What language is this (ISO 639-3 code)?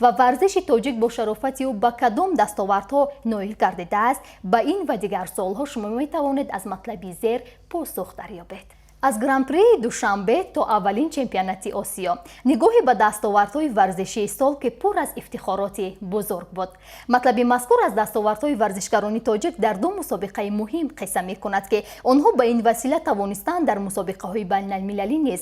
tgk